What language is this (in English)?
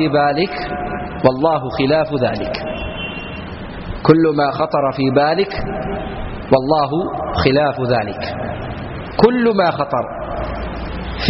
Malayalam